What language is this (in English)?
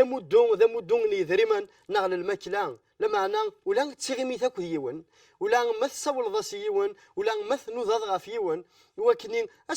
Kabyle